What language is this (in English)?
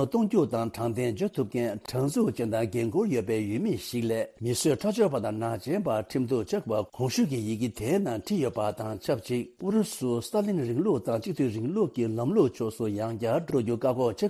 Tibetan